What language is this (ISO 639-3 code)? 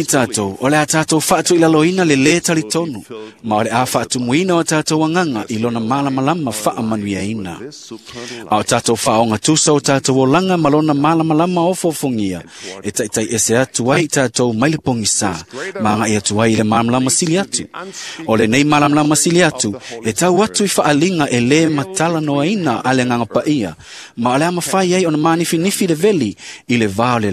smo